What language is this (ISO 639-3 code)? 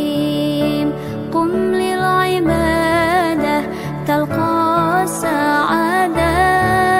ara